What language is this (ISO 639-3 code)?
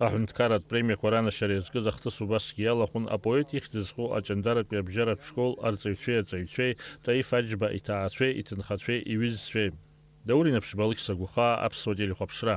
abk